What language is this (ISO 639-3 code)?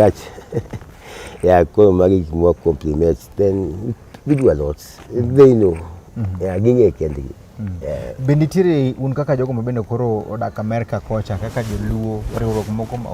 luo